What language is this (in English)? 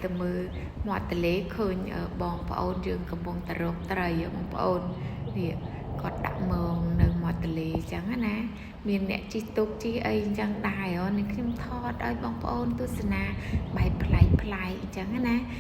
Khmer